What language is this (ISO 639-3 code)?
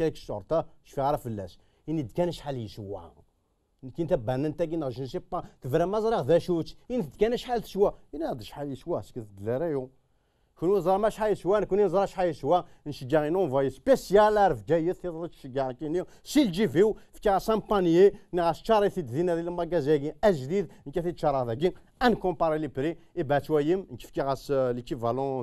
kab